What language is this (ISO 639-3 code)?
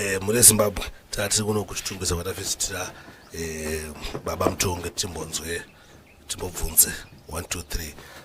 sna